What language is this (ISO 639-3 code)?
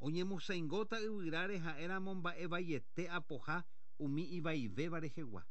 grn